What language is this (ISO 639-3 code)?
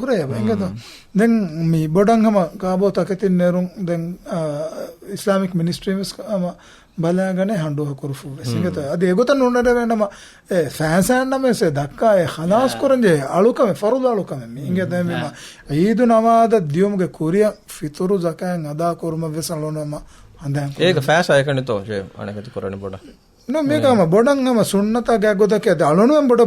div